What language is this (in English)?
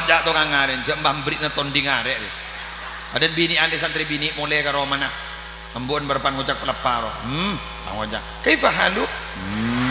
Madurese